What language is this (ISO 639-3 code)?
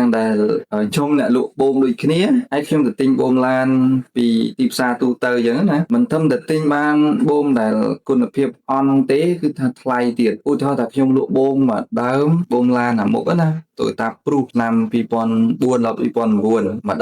khm